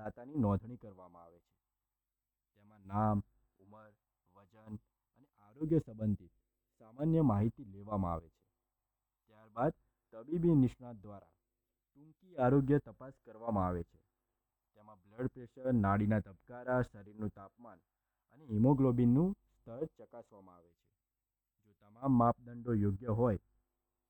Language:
Gujarati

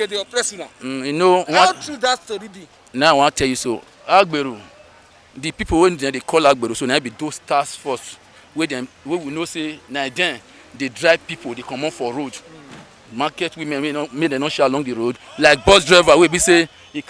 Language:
Nigerian Pidgin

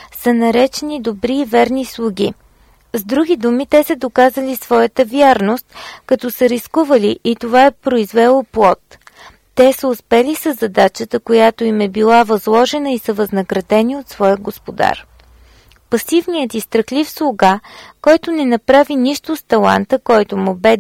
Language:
Bulgarian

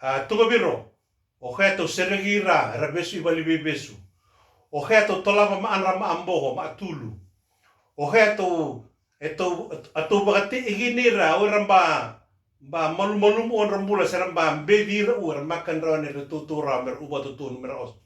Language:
Fijian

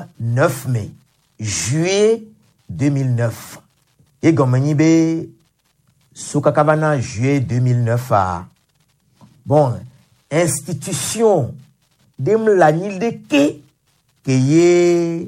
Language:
Gen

